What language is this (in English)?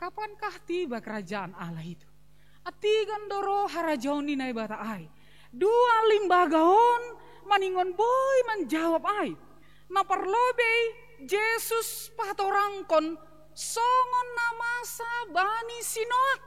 Batak Simalungun